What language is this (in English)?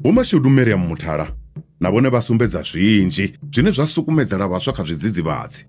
Venda